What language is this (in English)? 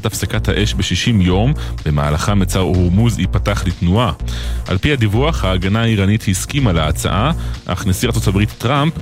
Hebrew